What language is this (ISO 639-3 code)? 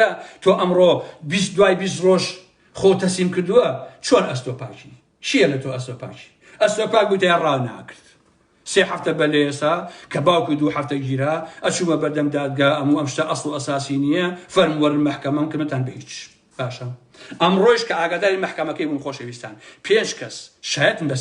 ckb